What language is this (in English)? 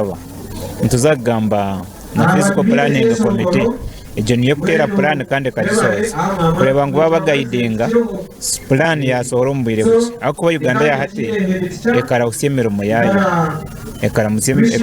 Nyankole